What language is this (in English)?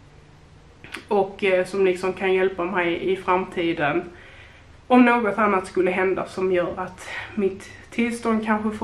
Swedish